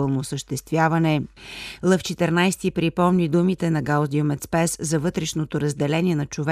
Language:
Bulgarian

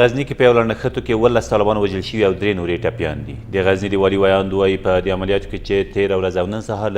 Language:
Pashto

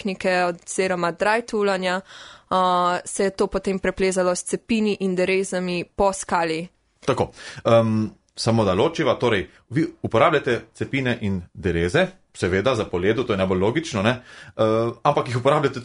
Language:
Slovenian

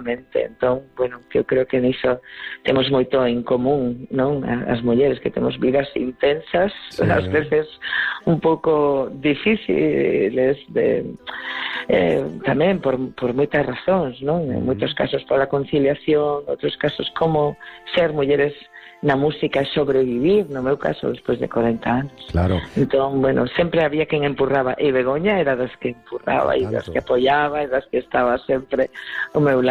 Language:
Galician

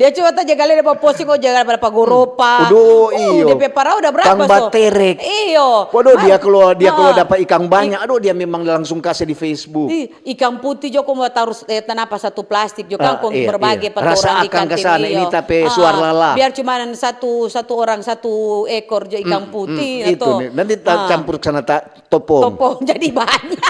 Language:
Manado Malay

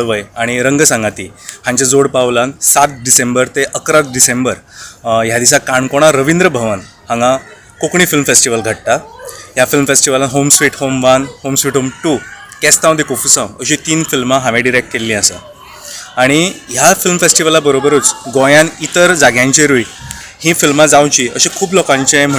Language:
Konkani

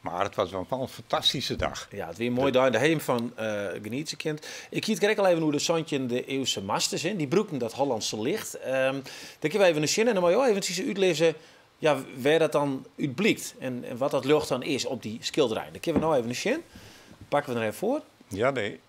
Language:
Western Frisian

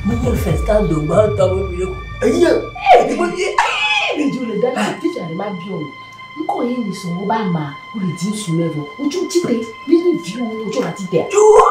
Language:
Ewe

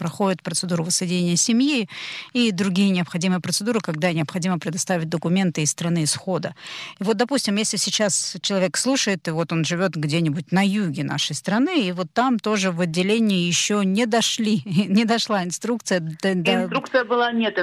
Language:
Russian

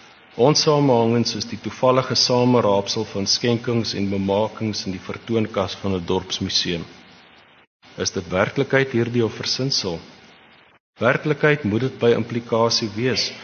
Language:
Afrikaans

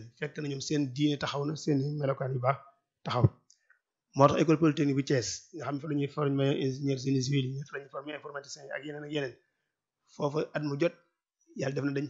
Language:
Wolof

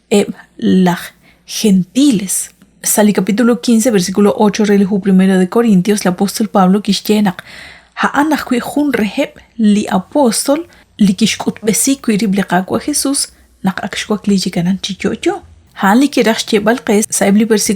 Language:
Kekchí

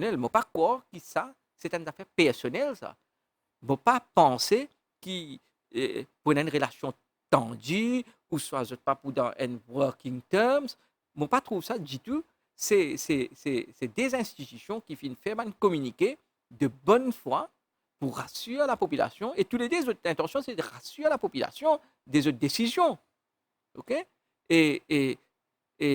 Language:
Morisyen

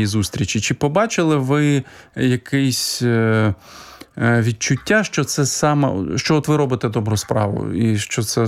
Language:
Ukrainian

